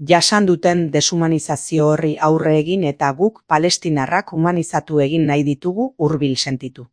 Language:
Basque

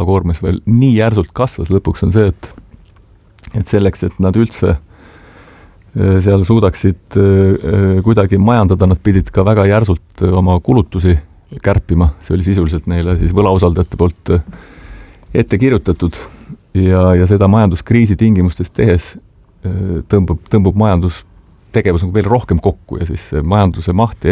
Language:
Estonian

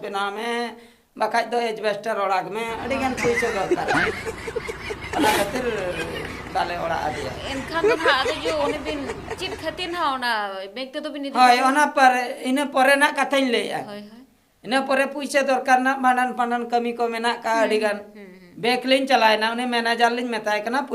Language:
Santali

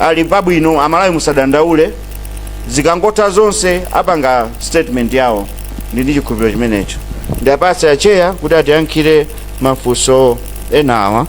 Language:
Nyanja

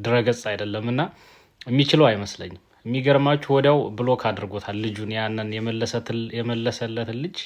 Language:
Amharic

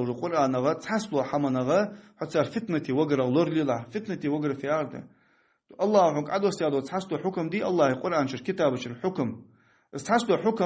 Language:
Ingush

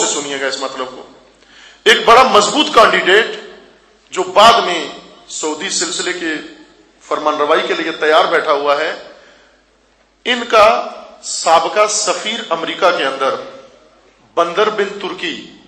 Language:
Urdu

